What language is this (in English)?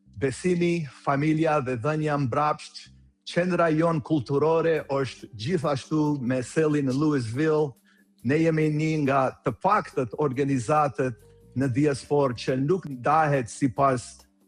Albanian